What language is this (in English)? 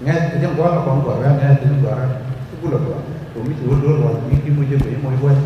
Nuer